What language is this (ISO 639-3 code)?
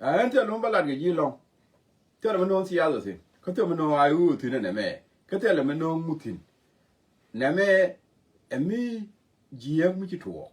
nus